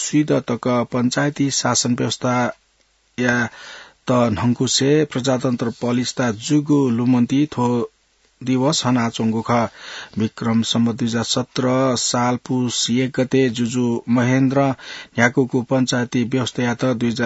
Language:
Newari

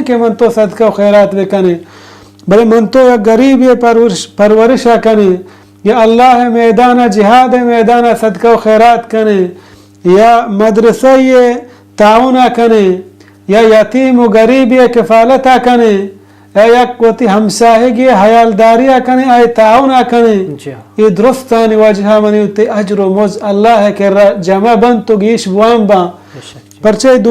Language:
Baluchi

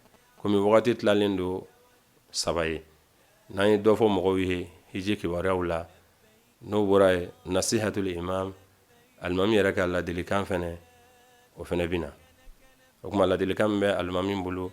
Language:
Bambara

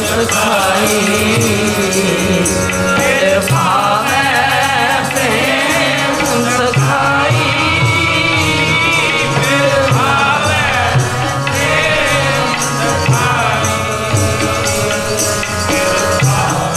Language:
Punjabi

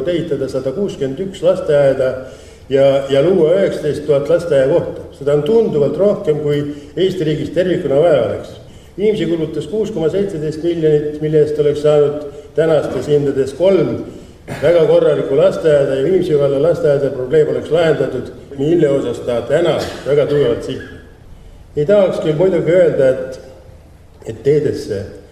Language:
Estonian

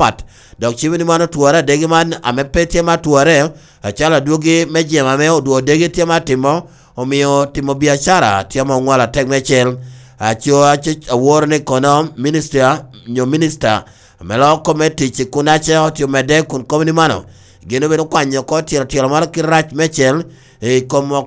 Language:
Lango (Uganda)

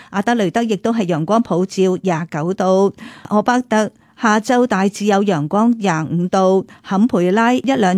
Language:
Cantonese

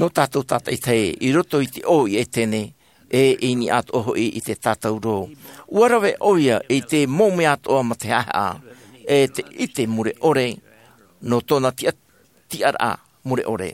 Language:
Tahitian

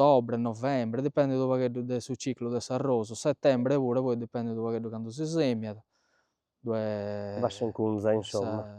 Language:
Sardinian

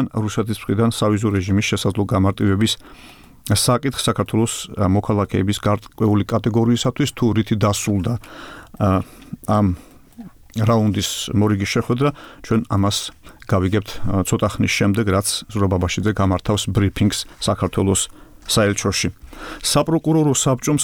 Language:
Georgian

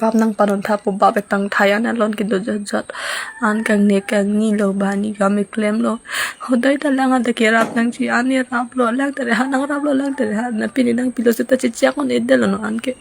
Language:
Karbi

